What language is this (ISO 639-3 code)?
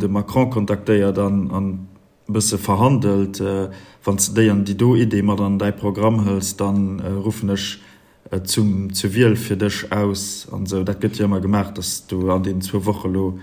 ltz